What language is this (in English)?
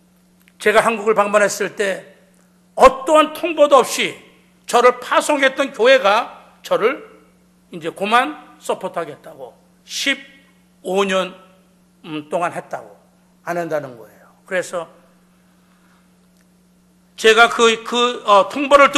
Korean